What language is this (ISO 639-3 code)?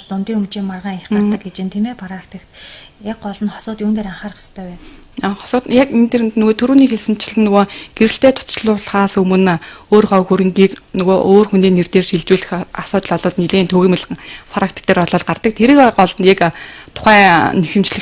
mon